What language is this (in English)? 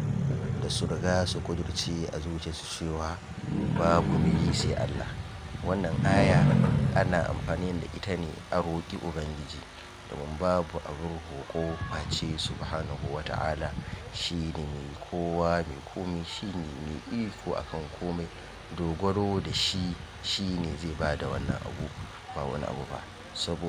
Hausa